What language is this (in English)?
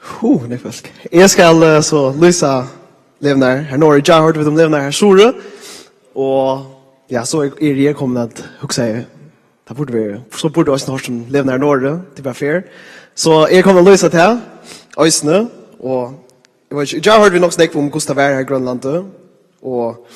Faroese